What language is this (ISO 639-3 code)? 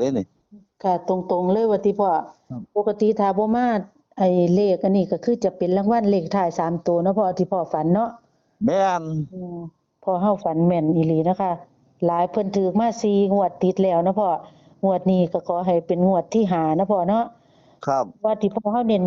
tts